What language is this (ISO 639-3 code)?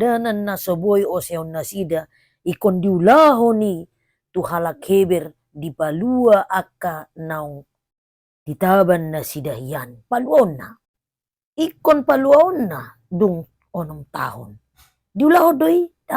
bbc